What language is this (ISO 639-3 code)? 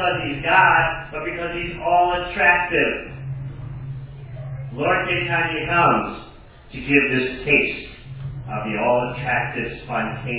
eng